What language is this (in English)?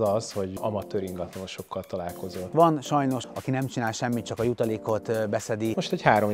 Hungarian